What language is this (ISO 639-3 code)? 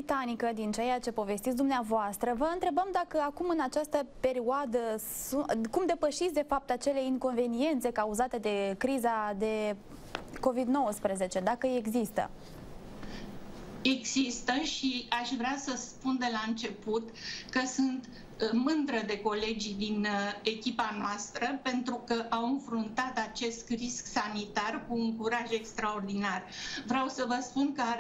ron